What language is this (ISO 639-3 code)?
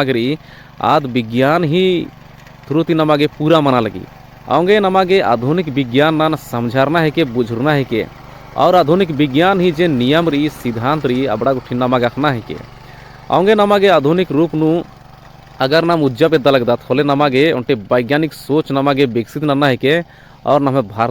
kru